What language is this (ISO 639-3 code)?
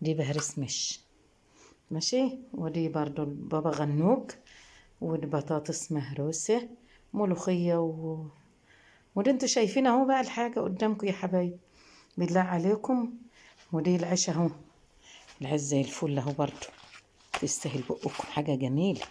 arz